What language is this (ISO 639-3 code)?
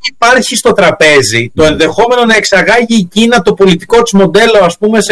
ell